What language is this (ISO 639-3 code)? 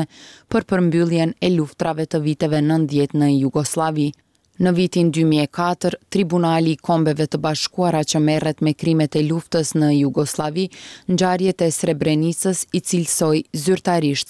sqi